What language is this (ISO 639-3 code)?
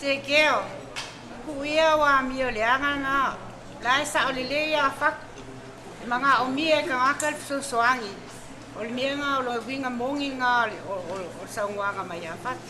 smo